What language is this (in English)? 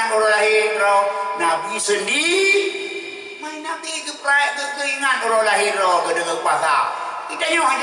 Achinese